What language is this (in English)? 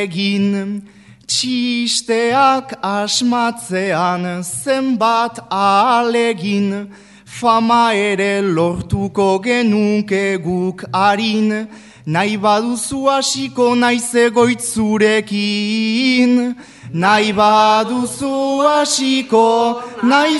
Basque